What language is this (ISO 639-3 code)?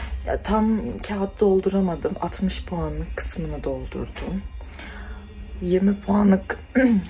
tur